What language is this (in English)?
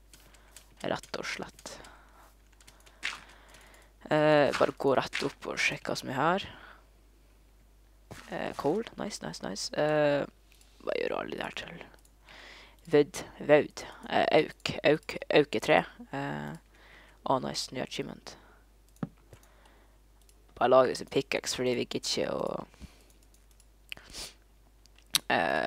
Norwegian